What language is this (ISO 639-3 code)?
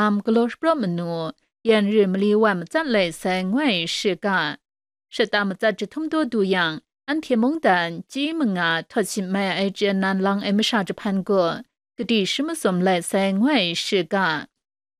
kac